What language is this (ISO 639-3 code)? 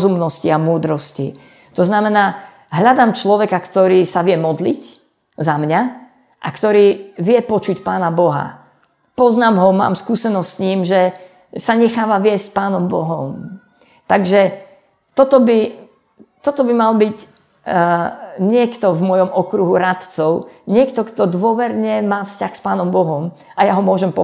slk